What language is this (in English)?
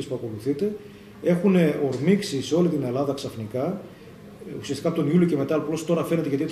Greek